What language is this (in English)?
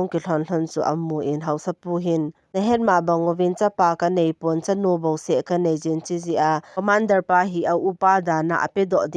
Thado Chin